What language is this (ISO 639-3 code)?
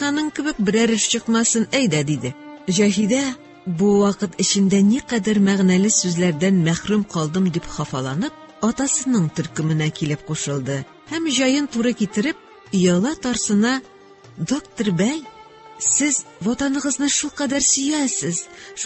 tat